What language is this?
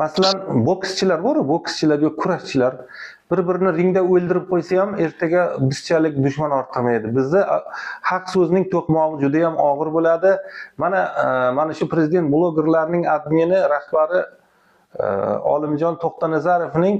Uzbek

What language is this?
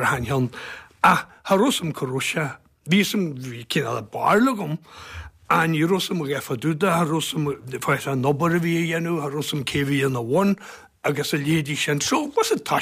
Irish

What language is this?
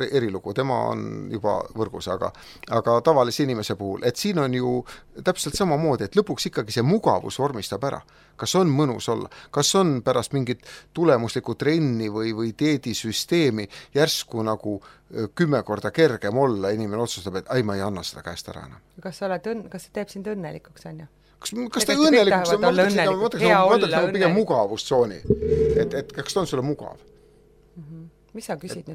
Estonian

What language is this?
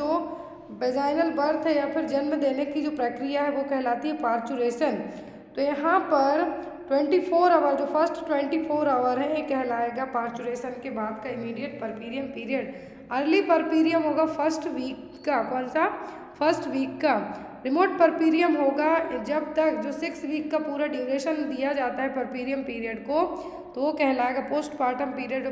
Hindi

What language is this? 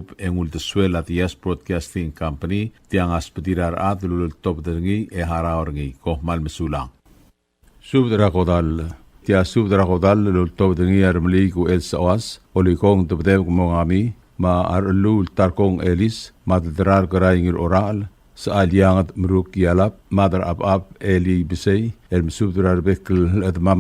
Palauan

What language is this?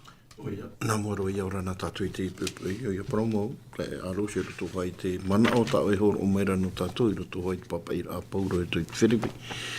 Tahitian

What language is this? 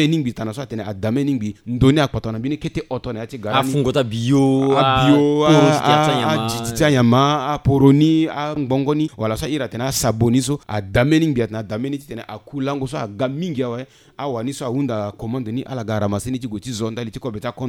Sango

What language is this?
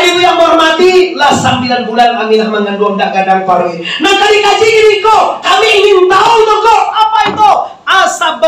Minangkabau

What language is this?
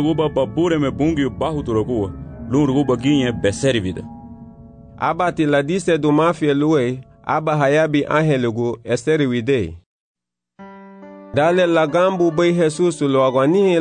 Garifuna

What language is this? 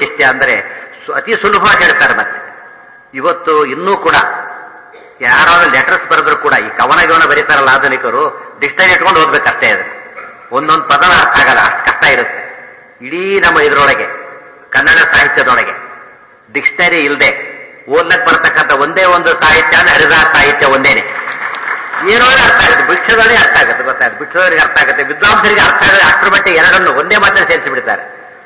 Kannada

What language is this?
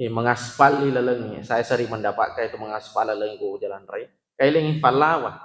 Buginese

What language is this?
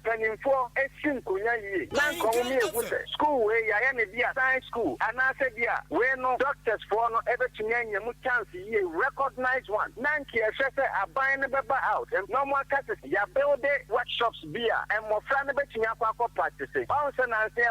Akan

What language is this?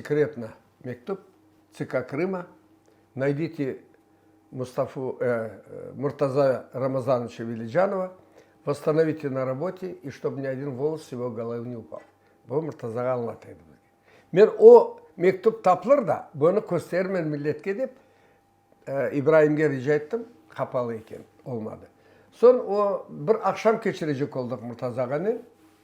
Crimean Tatar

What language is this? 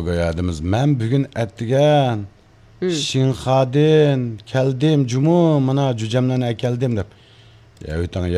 Uyghur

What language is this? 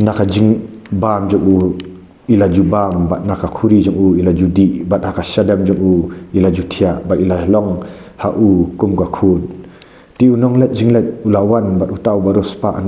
Khasi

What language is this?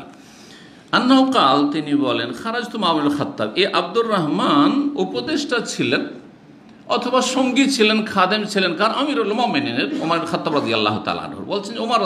Bangla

